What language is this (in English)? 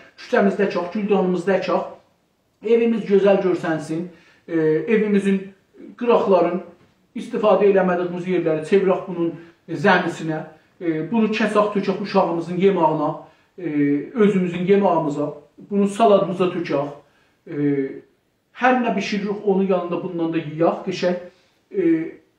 South Azerbaijani